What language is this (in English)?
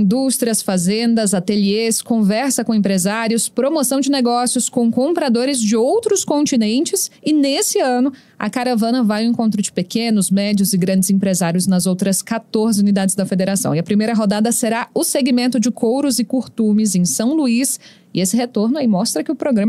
Portuguese